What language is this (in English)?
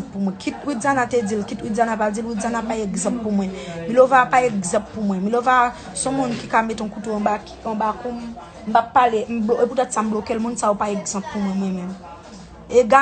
Haitian Creole